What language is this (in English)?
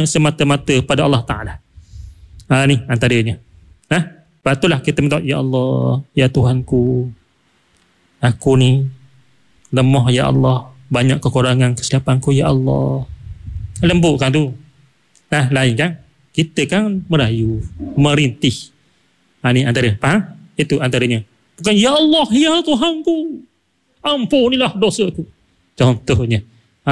Malay